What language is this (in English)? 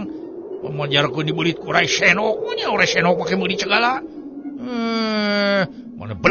Sundanese